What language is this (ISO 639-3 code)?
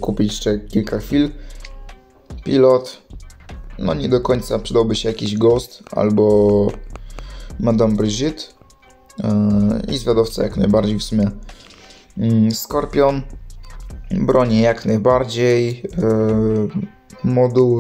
pol